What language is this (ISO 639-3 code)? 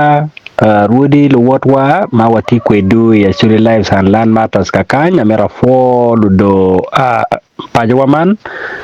ach